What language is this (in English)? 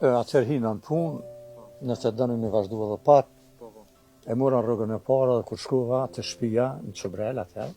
Albanian